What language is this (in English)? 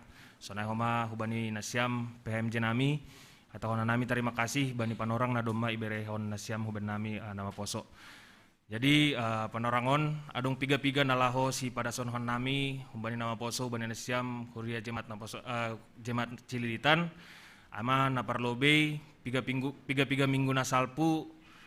Batak Simalungun